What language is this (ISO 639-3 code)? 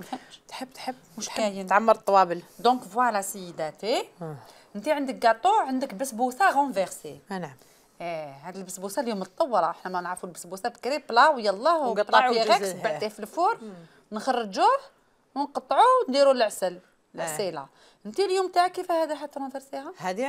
arq